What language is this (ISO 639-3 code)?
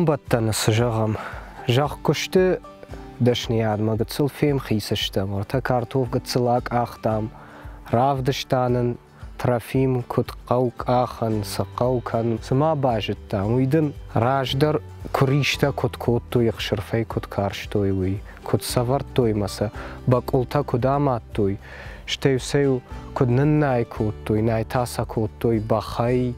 oss